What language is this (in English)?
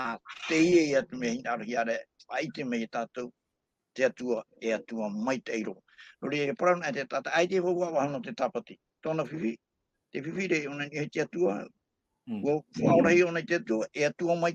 Tahitian